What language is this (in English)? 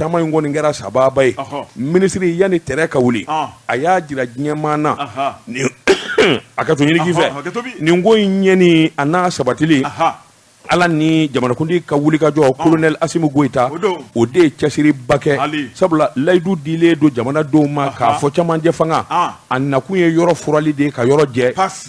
Bambara